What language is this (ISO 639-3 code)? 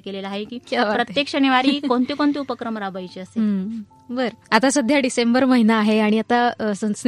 mar